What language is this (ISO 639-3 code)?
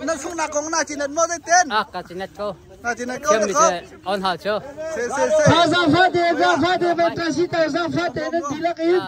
cnh